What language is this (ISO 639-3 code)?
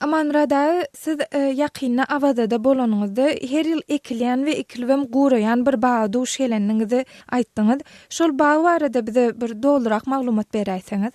tuk